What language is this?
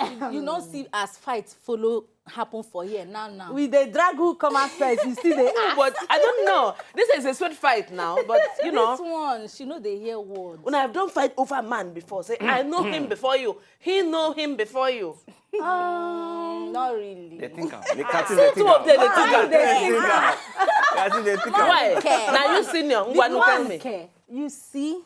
Nigerian Pidgin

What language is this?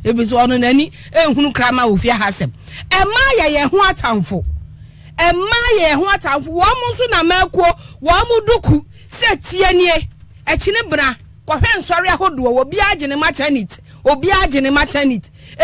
Akan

